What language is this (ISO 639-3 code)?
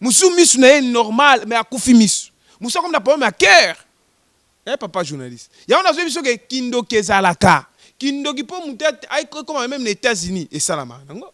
lin